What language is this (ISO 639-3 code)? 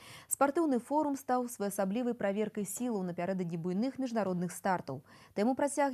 bel